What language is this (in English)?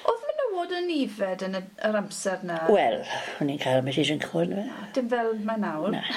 Welsh